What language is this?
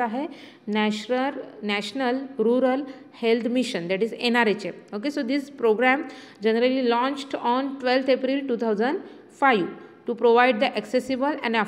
Marathi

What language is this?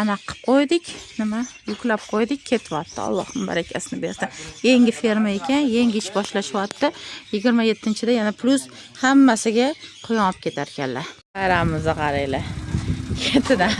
Uzbek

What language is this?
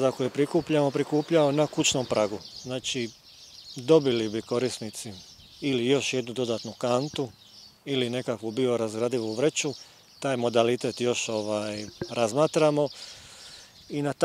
Croatian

